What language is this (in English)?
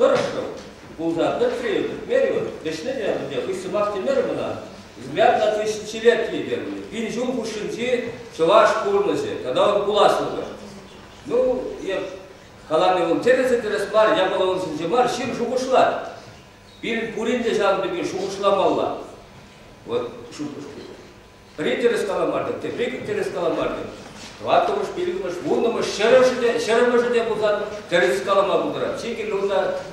Chuvash